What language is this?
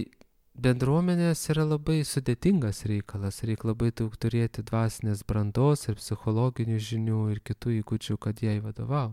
Lithuanian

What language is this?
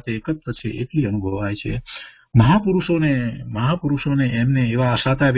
Gujarati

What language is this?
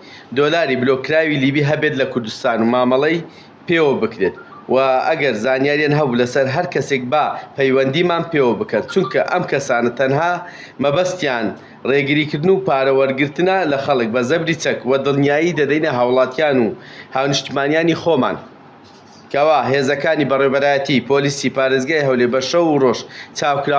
Central Kurdish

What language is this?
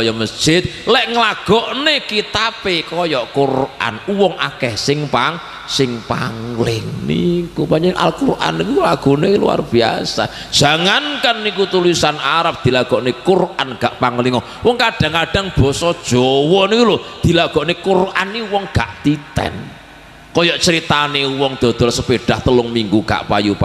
Javanese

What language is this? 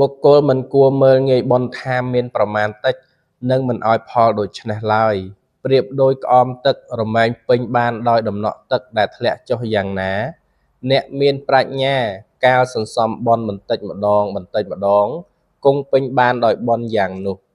Khmer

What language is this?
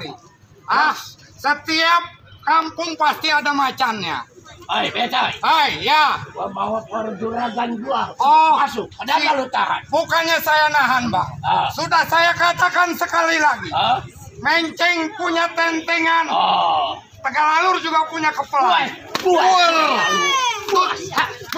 Betawi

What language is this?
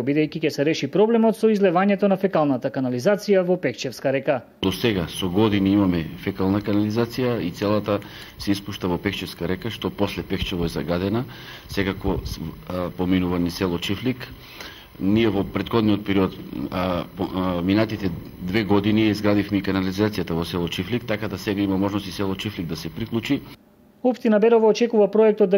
Macedonian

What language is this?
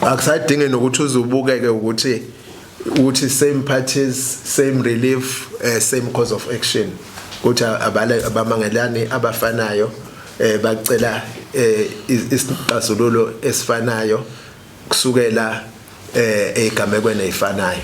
Zulu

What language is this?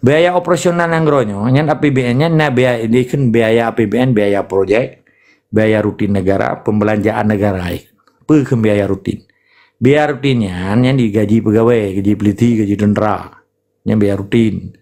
Achinese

